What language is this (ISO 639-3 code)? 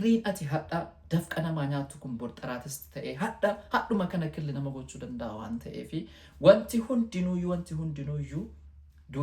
orm